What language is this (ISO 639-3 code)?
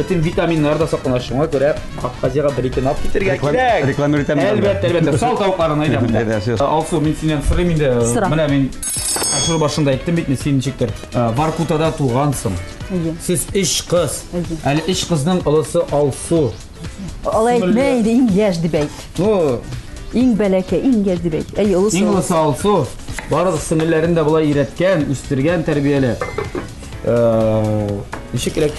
tat